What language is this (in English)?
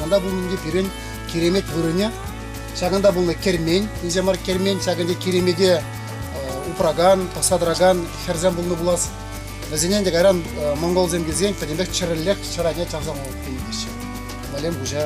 Chuvash